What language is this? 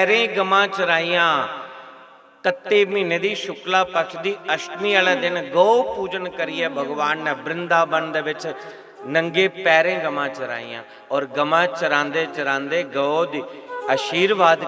Dogri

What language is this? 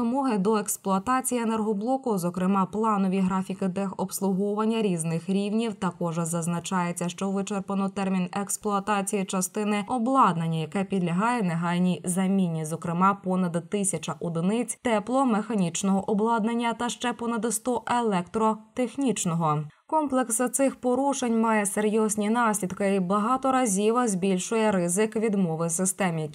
Ukrainian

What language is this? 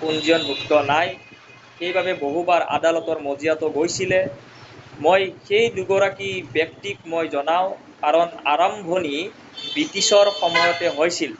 Assamese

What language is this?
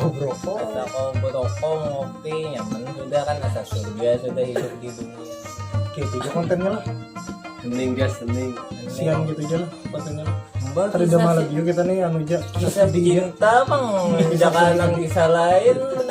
Banjar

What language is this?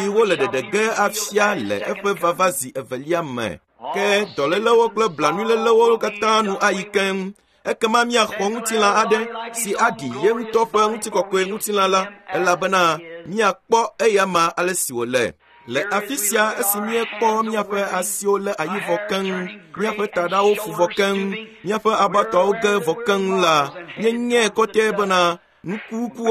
Ewe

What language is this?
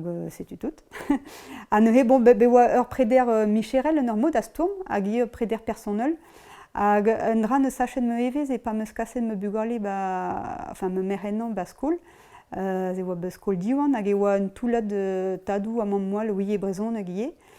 Breton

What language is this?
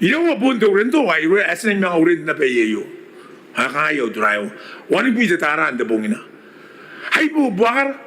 Gilbertese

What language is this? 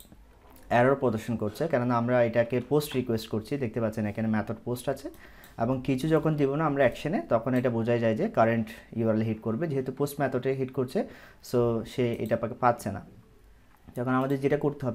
Bangla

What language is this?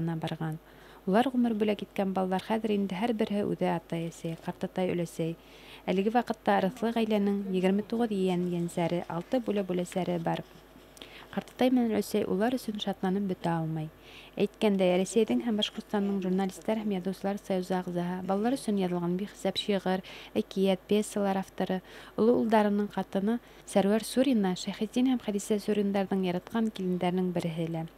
Bashkir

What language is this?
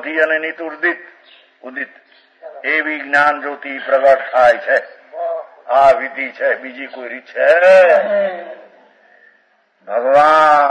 Gujarati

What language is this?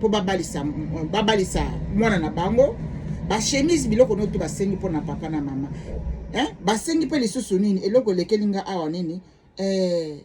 Lingala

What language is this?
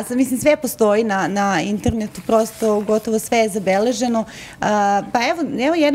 Serbian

